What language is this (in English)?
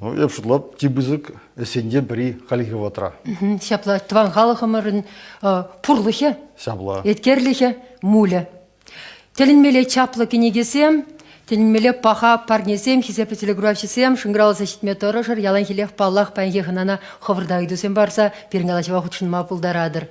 Chuvash